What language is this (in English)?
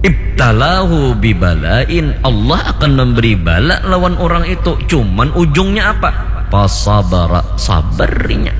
Banjar